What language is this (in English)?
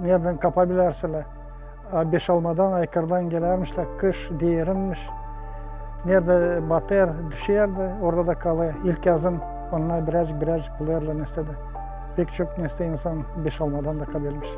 Gagauz